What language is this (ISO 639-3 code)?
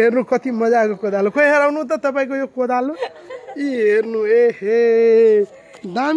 nep